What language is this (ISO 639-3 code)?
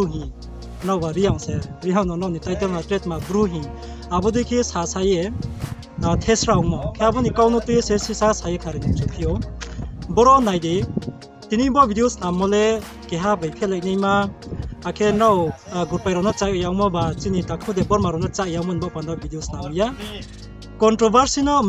ria